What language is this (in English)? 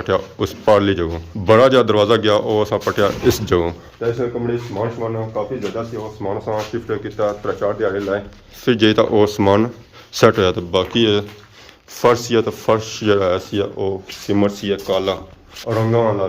Pahari-Potwari